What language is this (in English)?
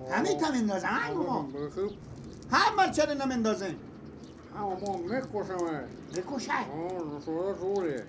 Persian